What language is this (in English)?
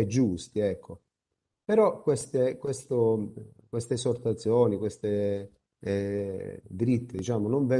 Italian